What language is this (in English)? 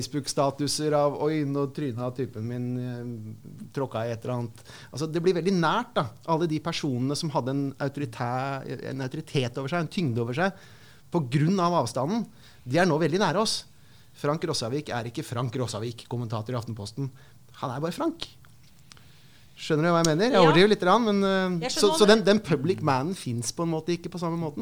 Norwegian